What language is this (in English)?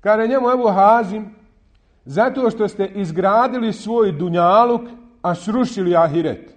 Bosnian